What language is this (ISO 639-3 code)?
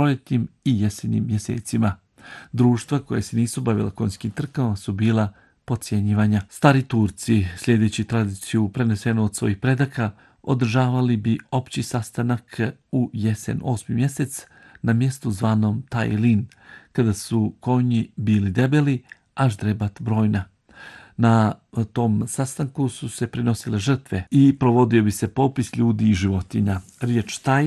bos